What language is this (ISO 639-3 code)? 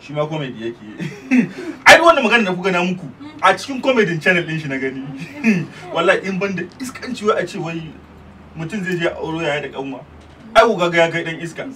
hau